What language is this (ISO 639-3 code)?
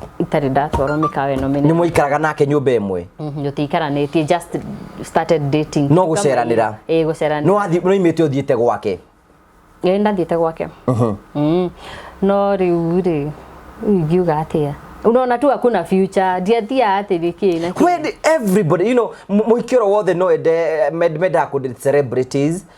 kik